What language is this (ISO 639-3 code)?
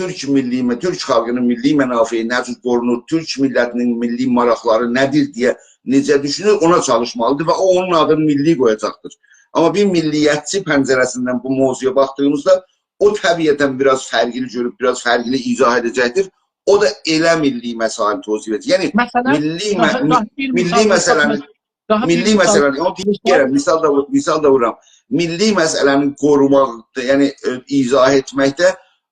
azb